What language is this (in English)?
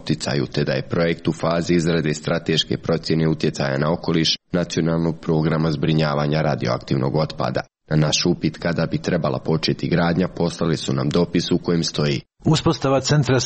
Croatian